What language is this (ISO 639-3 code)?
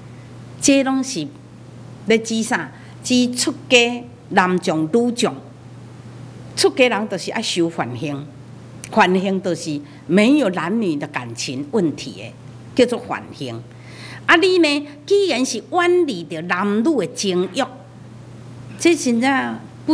nan